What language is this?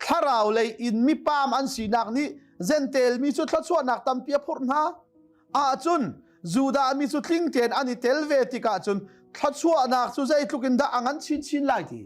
Hakha Chin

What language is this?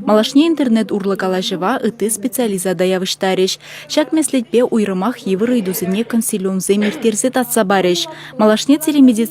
Chuvash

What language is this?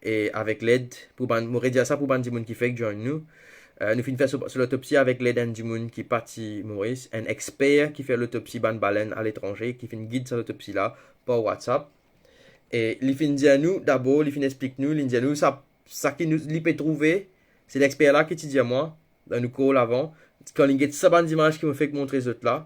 Morisyen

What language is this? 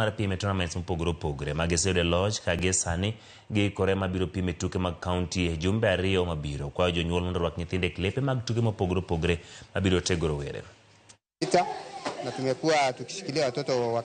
Luo (Kenya and Tanzania)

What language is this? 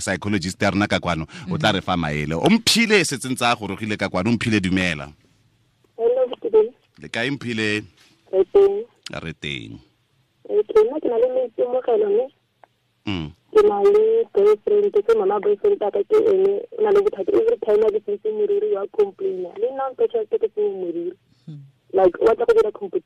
Tswana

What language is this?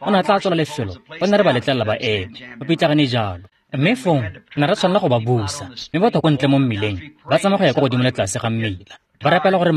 Tswana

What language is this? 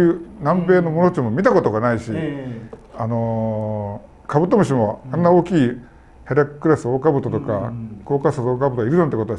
Japanese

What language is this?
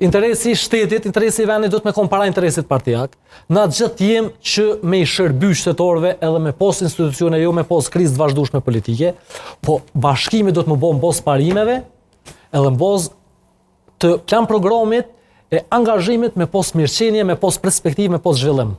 Albanian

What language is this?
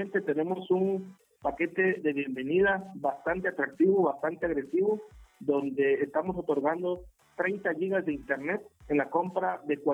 Spanish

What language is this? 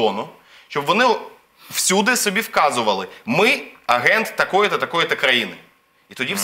Ukrainian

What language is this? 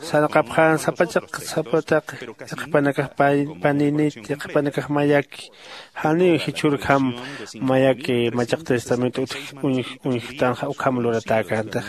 Aymara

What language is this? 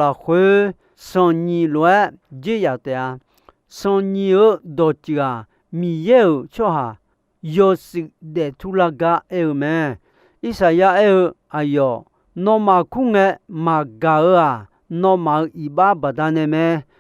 Akha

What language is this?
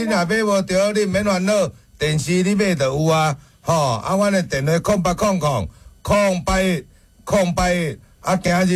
Min Nan Chinese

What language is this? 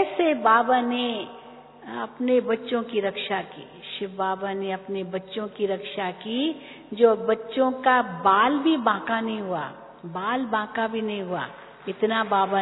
Hindi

